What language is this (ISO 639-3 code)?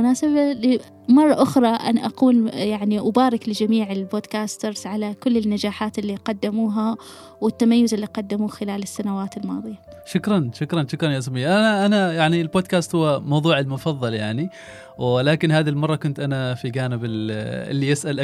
afb